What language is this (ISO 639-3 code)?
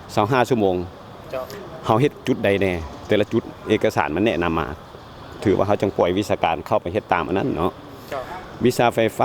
lao